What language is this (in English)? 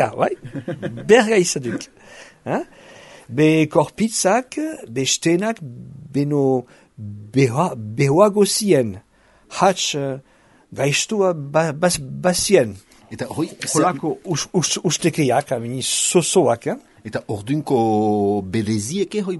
Basque